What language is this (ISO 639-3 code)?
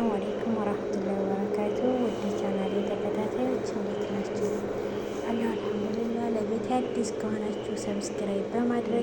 amh